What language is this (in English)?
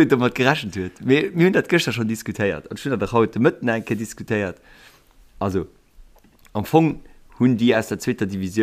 Luxembourgish